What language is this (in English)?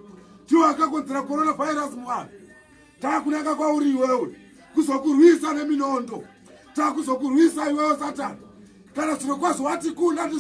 Shona